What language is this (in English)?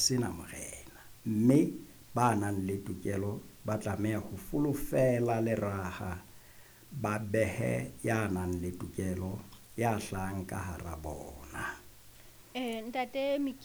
Southern Sotho